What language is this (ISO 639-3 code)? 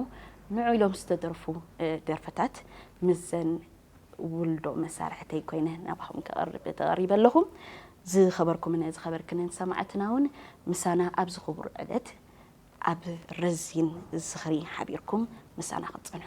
tir